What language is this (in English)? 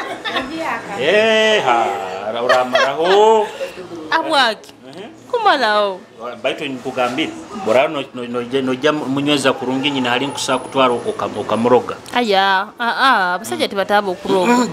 Nyoro